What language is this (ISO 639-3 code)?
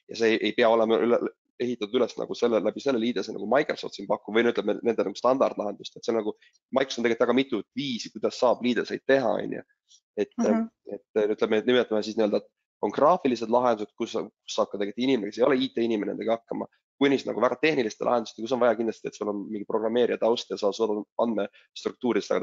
est